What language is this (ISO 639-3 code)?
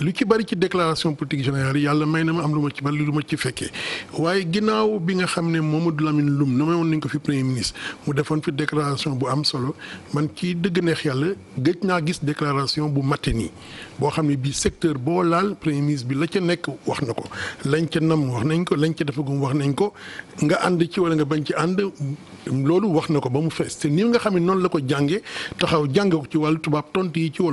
wol